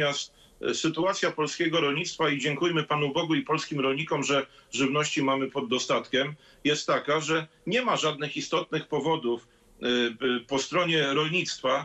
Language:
Polish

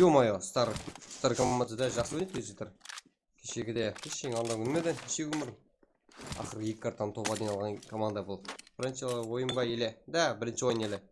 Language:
Kara-Kalpak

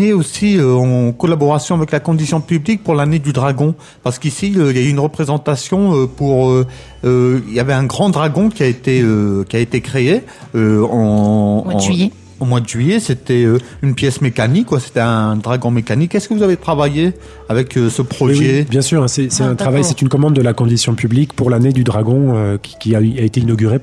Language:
French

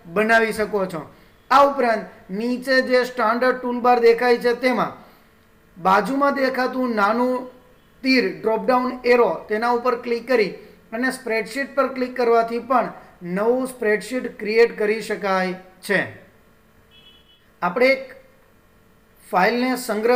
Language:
Gujarati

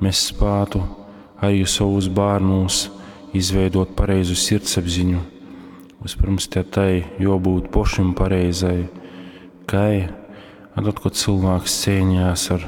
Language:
Latgalian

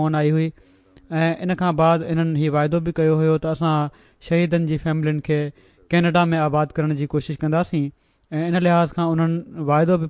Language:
Sindhi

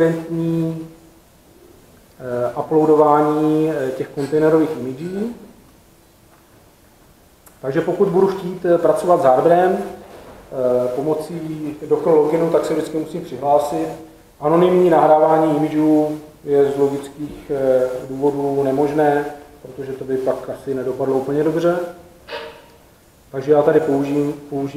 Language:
Czech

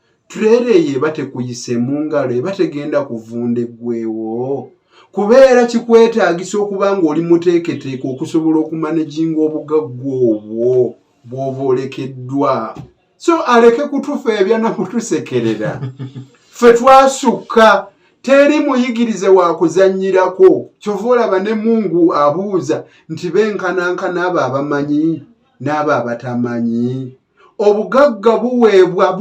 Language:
Ganda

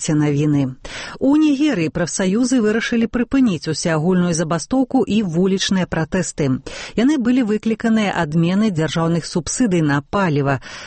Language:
Belarusian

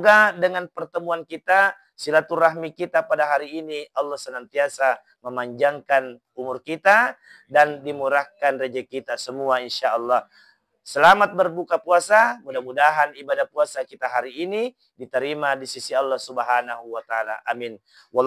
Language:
Buginese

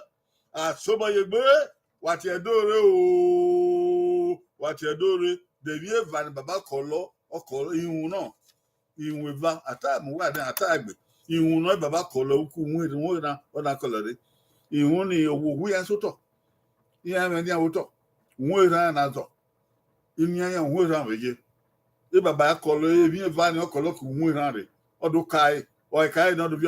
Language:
Bini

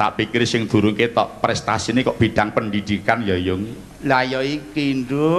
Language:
Javanese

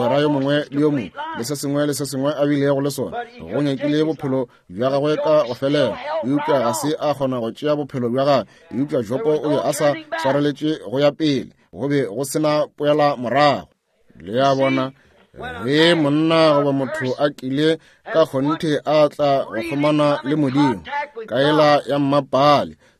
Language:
Northern Sotho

